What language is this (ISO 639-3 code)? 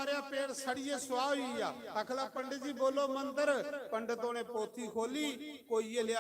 doi